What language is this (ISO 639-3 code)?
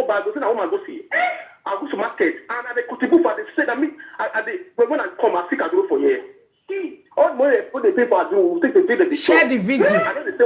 pcm